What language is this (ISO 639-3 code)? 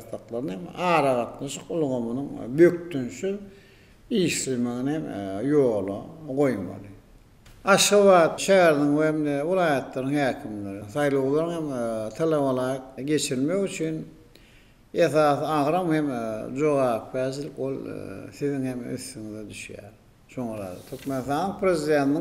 tuk